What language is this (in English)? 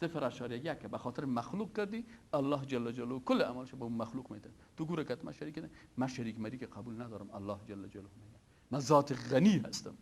Persian